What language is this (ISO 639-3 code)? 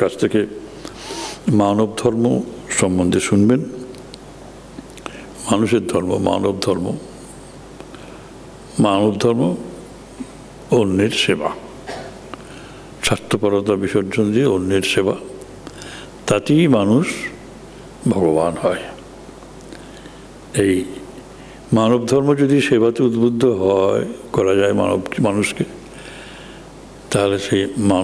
ben